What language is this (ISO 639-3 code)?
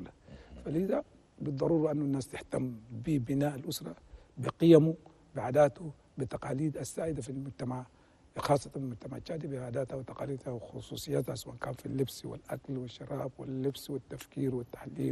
shu